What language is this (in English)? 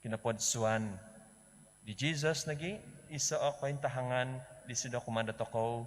Central Dusun